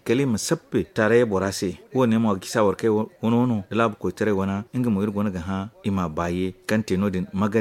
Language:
Zarma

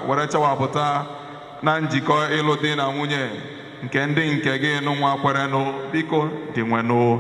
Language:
Igbo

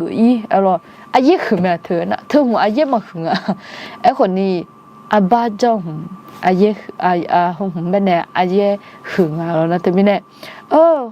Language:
Akha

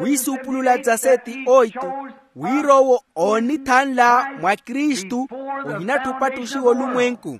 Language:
Makhuwa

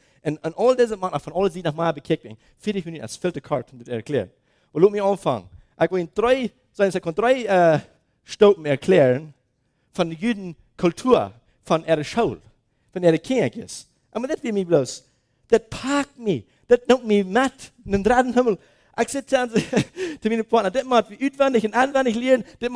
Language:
Plautdietsch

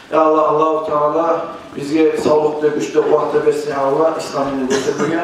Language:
Kumyk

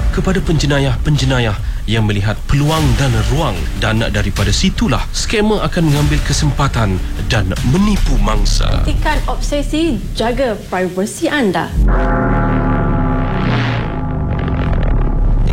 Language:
Malay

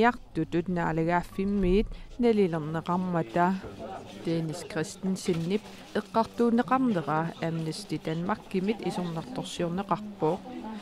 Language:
Kalaallisut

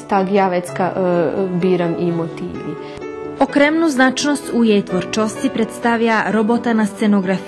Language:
Rusyn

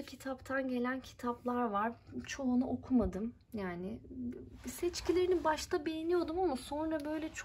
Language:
Turkish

